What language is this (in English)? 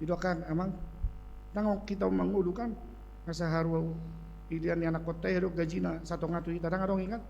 Batak Toba